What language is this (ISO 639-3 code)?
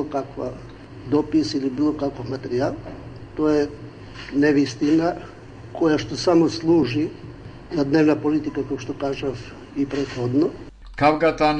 mkd